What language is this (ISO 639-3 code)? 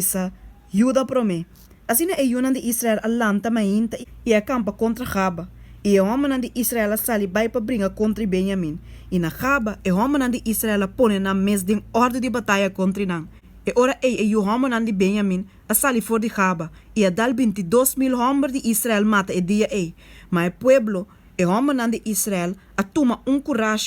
pap